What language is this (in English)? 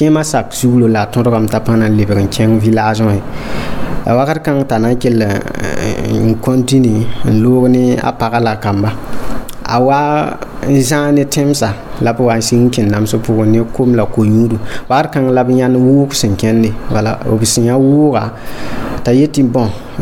Mossi